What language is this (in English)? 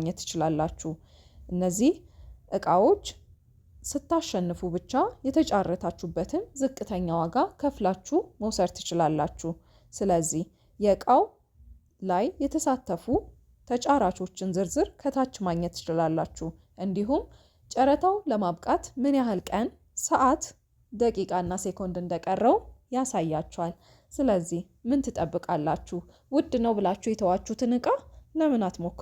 Amharic